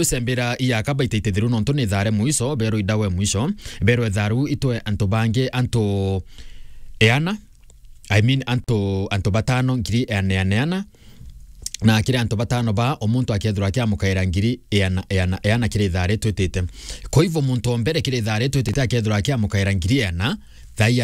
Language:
Meru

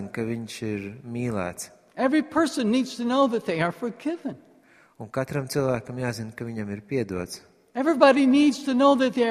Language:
Latvian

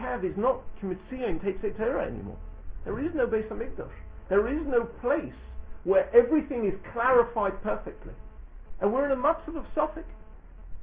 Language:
English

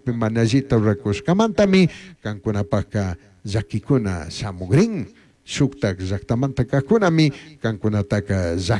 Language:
Chimborazo Highland Quichua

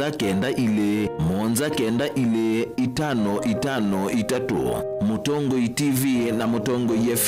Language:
Kamba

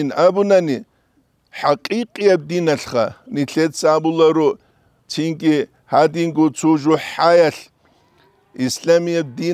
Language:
Avaric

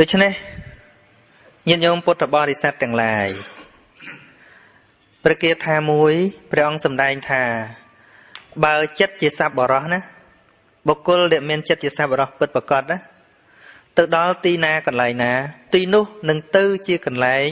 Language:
Khmer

